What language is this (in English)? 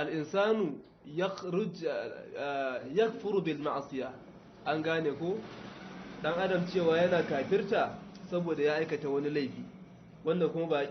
Hausa